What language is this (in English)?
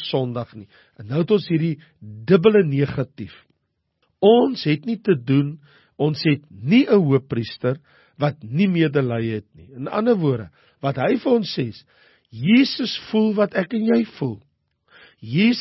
Afrikaans